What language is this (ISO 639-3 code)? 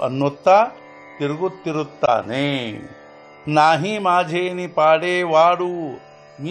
kan